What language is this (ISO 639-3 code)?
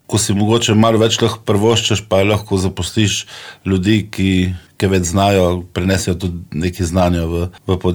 slv